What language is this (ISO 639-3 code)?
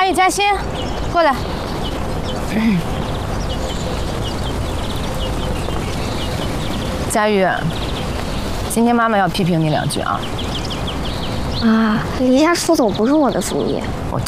zho